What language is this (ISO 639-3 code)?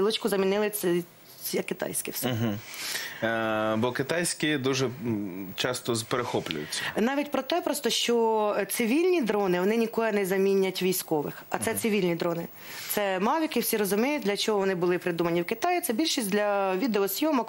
ukr